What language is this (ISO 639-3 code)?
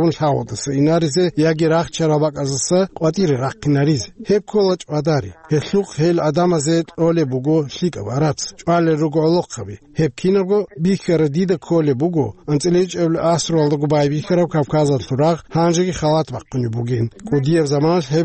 ava